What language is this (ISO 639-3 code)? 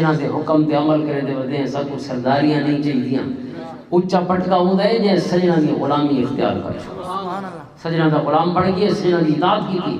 lah